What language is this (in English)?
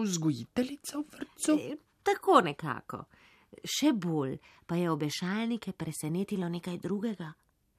Slovenian